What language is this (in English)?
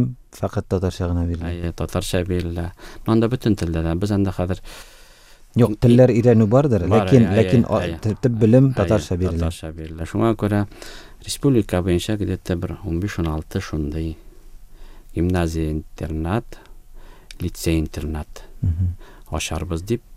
Tatar